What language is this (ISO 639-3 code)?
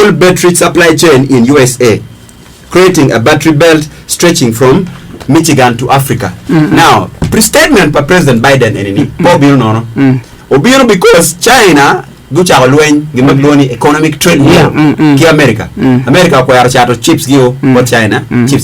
ach